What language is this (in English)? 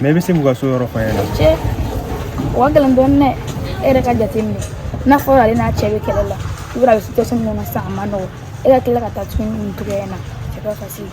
Bambara